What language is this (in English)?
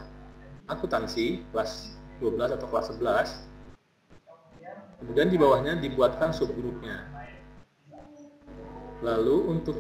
Indonesian